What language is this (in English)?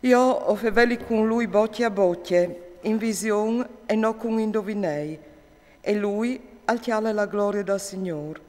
Friulian